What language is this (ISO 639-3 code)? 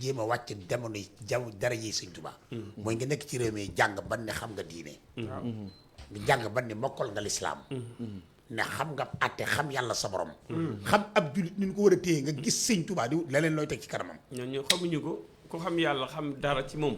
wol